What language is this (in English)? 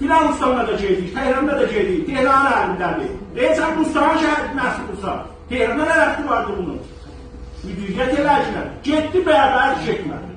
South Azerbaijani